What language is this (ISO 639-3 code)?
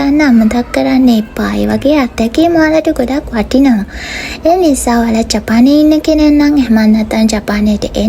sin